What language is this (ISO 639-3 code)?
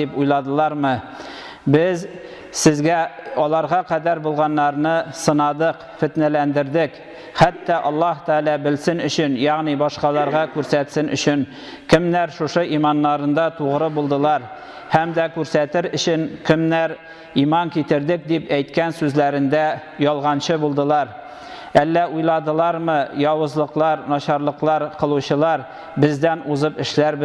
tat